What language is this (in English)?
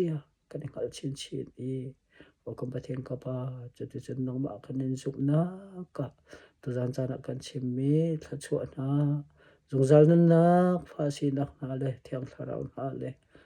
Hakha Chin